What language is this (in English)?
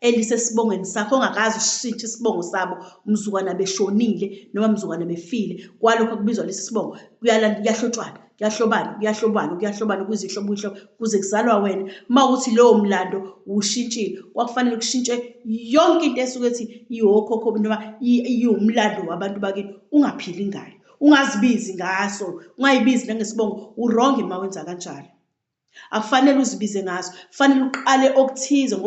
Zulu